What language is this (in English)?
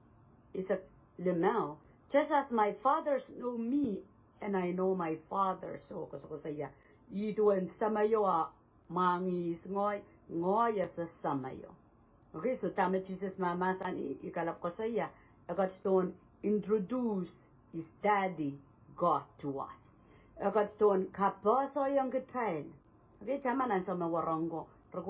Pohnpeian